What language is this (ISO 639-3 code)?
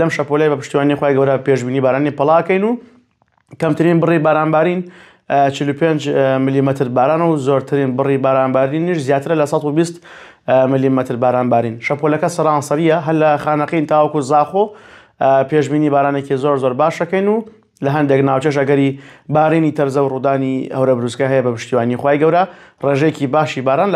ckb